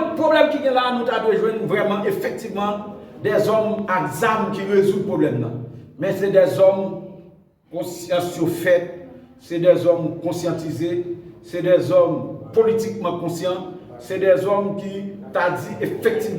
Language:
Haitian Creole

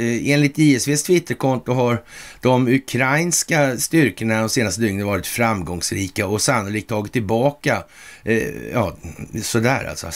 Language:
Swedish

